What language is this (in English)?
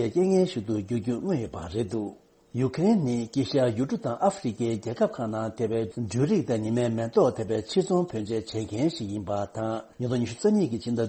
Tibetan